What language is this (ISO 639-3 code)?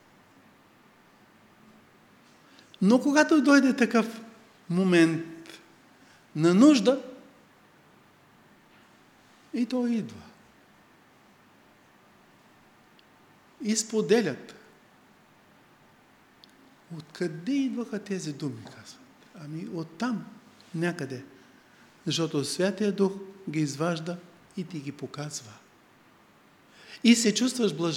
bul